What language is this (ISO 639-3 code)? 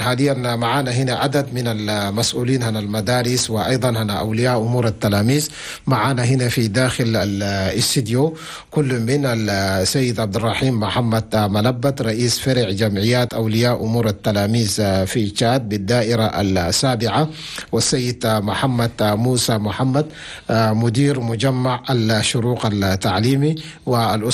shu